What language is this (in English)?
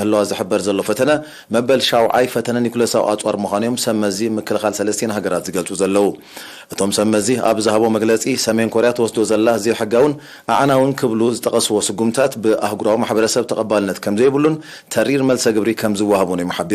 Tigrinya